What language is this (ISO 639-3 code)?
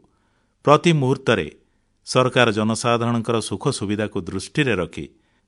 ori